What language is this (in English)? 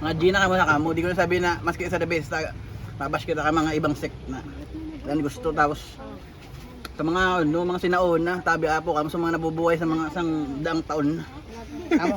Bikol